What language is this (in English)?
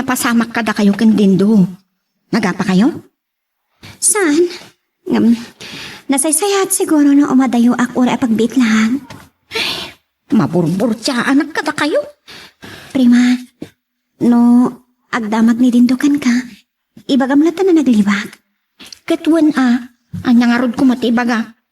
Iloko